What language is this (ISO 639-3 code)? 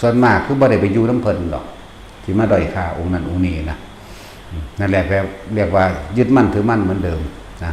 tts